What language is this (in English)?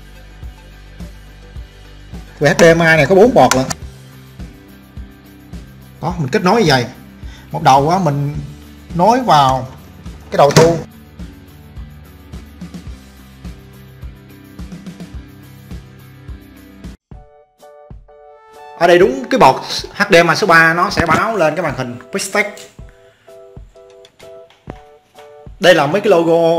Vietnamese